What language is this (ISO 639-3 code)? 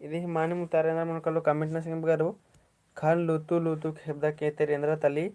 kru